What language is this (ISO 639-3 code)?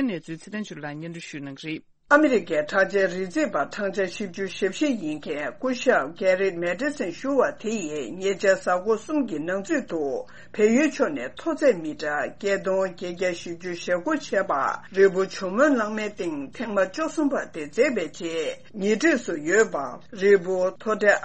bod